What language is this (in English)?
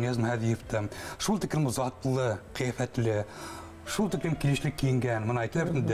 Bashkir